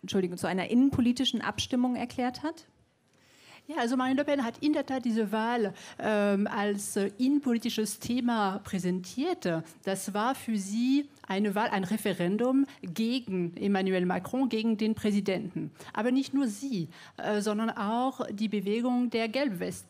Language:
German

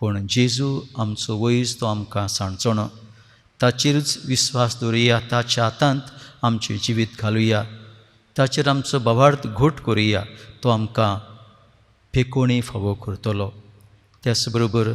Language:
Konkani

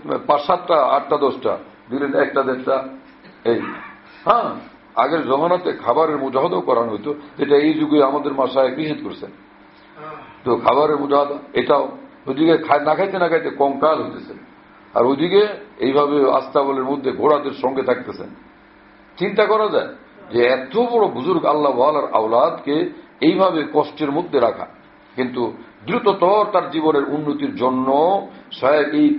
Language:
Bangla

